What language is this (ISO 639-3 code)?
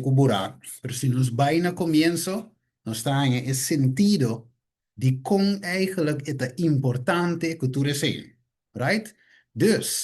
pap